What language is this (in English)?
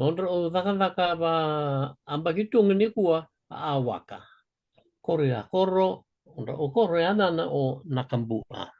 Fijian